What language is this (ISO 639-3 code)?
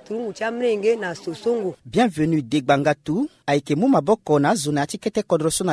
sag